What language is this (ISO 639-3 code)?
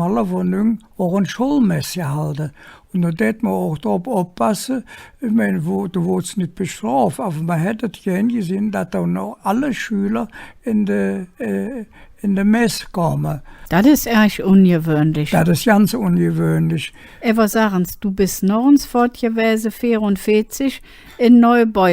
ksh